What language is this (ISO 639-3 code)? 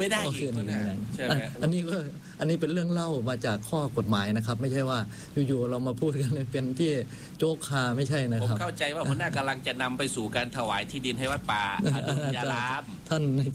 tha